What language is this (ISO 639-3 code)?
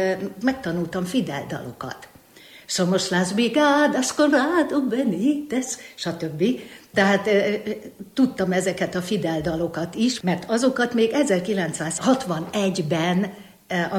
hun